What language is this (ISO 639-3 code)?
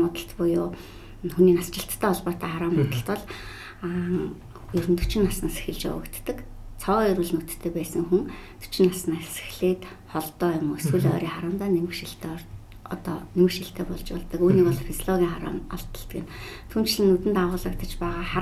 mon